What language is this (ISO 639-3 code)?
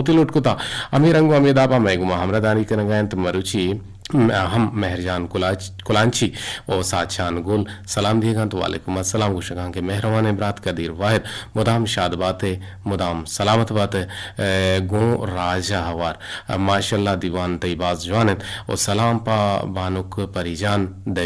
bgp